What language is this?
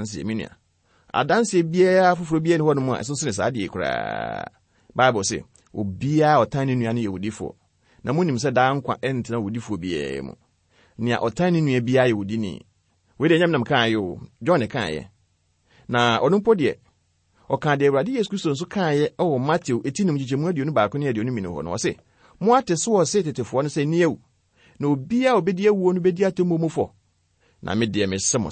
Akan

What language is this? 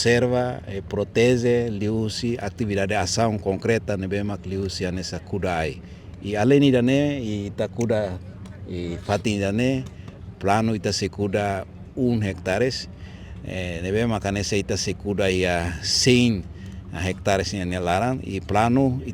Tetum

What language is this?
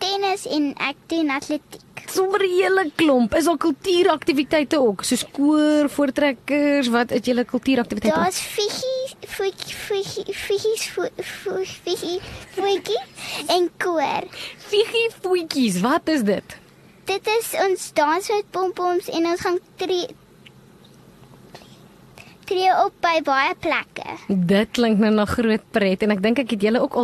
Afrikaans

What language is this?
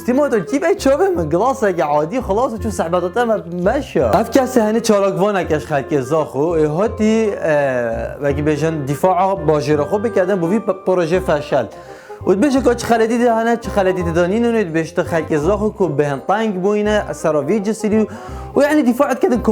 Kurdish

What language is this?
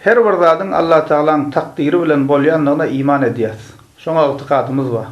Turkmen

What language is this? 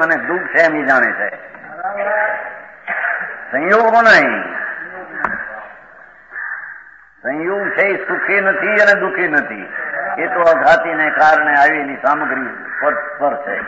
Gujarati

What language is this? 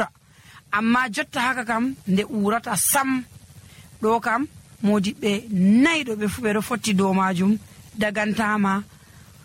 Nigerian Fulfulde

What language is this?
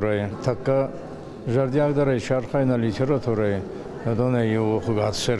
Ossetic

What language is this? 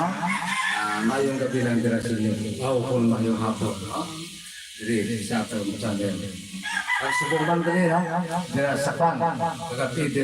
Hiligaynon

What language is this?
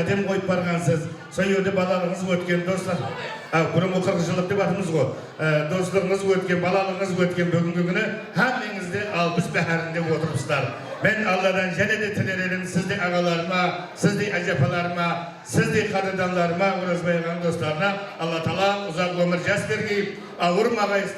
Kara-Kalpak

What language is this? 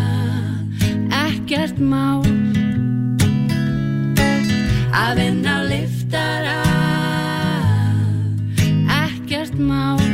Icelandic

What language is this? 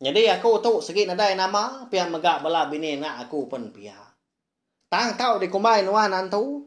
Iban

